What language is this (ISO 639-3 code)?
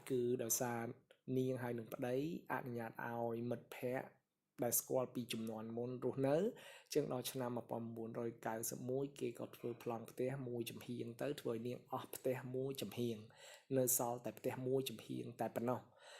khm